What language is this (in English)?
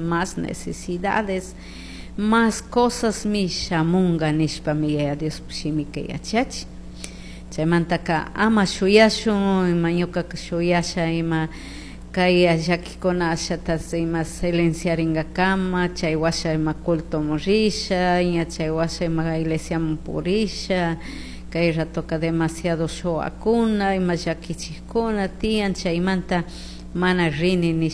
Chimborazo Highland Quichua